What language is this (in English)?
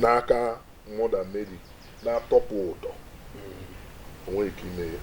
Igbo